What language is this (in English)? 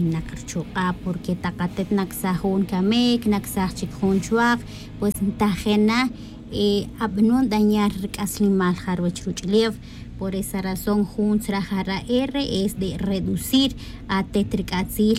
Tz'utujil